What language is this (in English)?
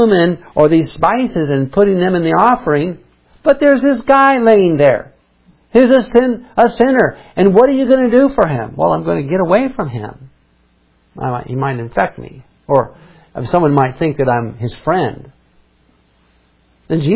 English